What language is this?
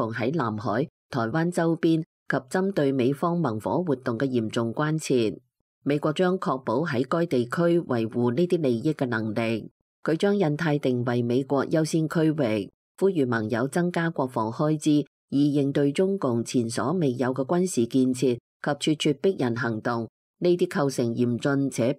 Cantonese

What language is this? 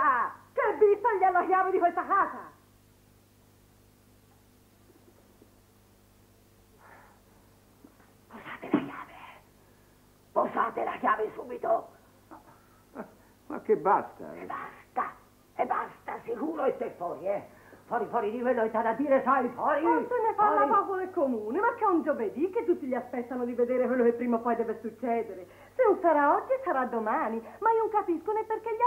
Italian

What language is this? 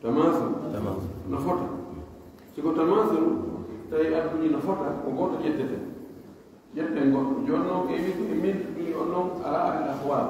Pular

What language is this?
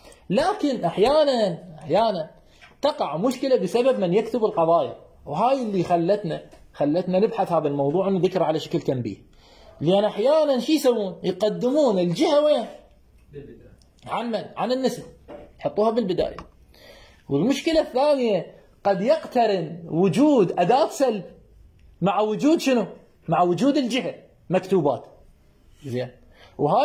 Mesopotamian Arabic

